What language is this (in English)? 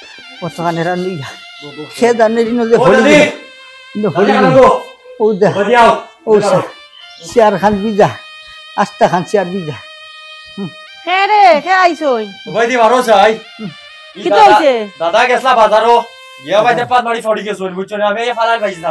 Sylheti